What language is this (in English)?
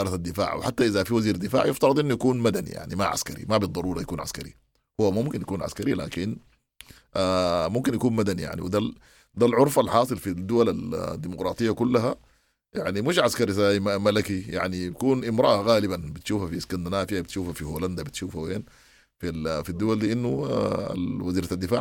Sudanese Arabic